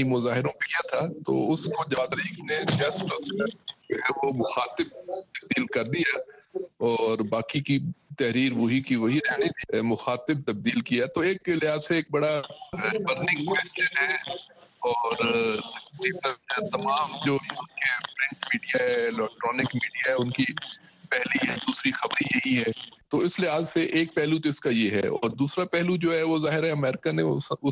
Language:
Urdu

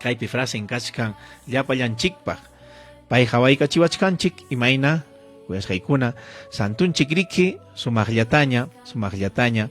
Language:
Ayacucho Quechua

